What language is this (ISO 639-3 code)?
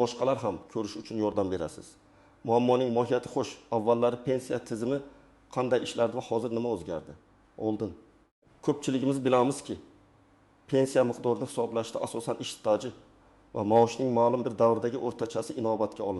uzb